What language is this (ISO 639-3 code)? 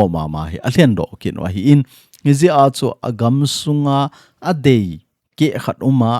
tcz